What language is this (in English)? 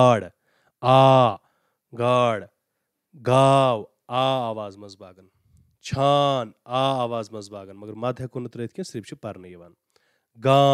Kashmiri